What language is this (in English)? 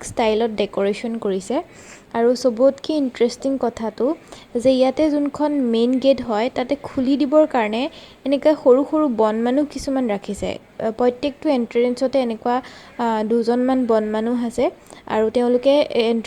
Assamese